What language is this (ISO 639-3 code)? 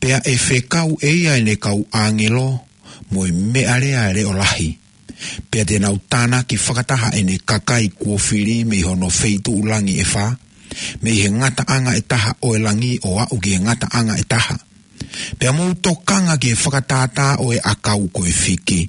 ton